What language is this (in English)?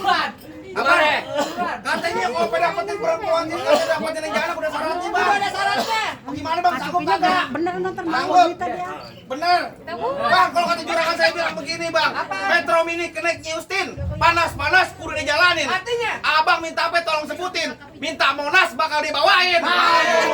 Betawi